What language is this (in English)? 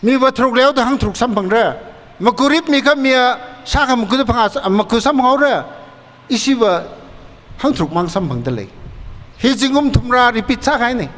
Tangkhul Naga (India)